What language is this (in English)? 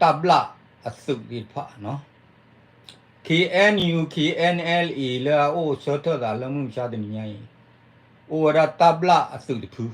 S'gaw Karen